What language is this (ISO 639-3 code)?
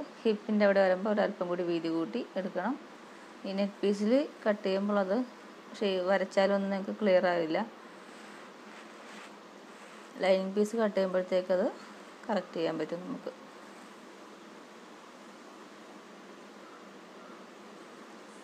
mal